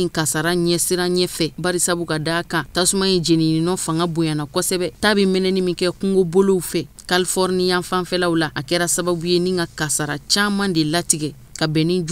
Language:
Bambara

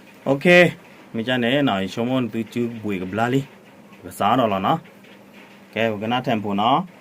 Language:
S'gaw Karen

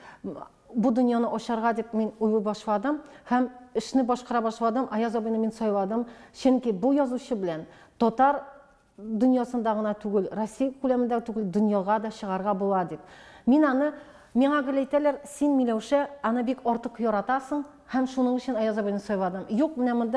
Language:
Tatar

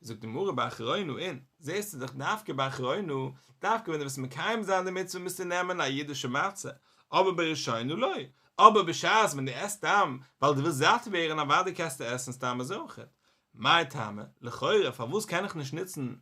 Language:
Yiddish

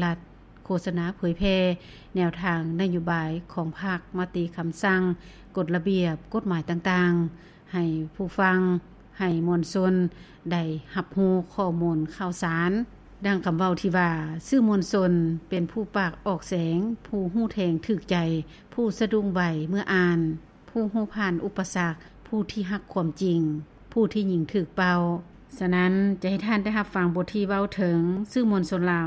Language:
Lao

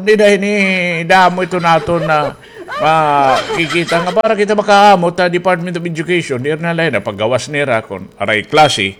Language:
Waray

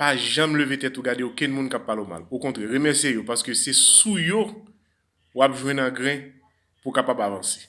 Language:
Haitian Creole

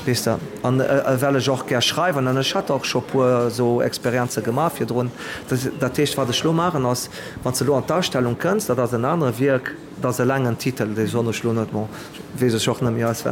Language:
Luxembourgish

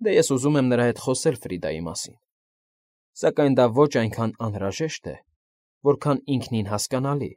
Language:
Armenian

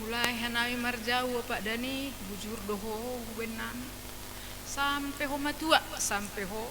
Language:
Batak Simalungun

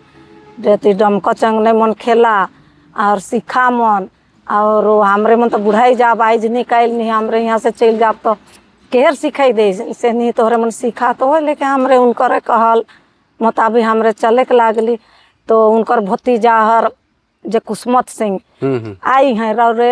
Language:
Sadri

